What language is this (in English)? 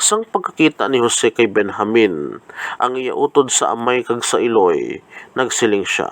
Hiligaynon